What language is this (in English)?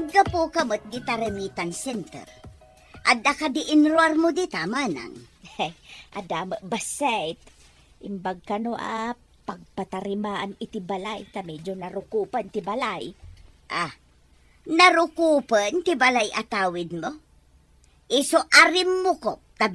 Iloko